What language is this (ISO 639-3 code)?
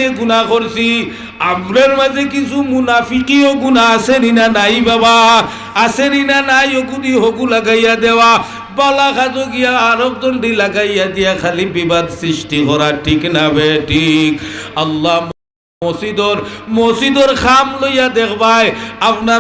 syl